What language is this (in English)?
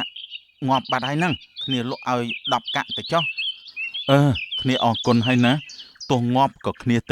Khmer